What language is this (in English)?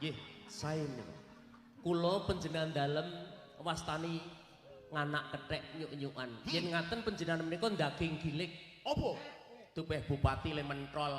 Javanese